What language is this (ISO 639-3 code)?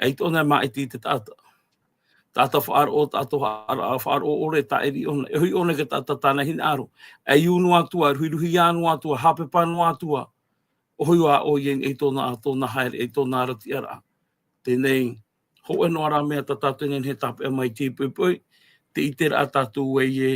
tah